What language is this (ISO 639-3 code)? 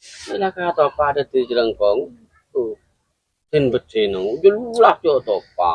mad